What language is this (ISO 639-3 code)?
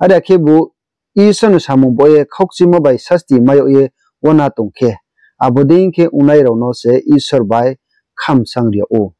ria